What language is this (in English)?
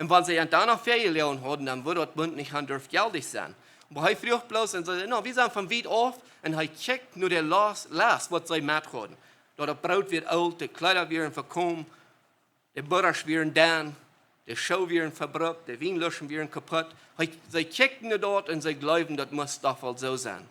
Plautdietsch